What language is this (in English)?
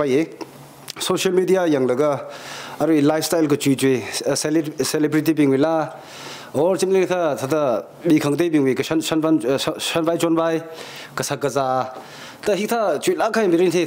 Tangkhul Naga (India)